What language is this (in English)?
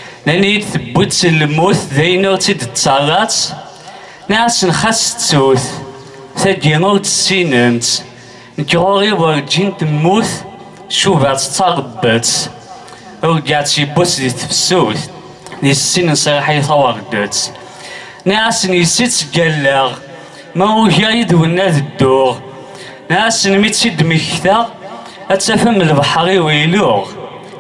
Kabyle